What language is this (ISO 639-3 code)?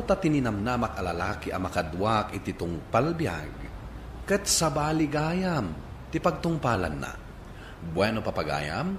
ilo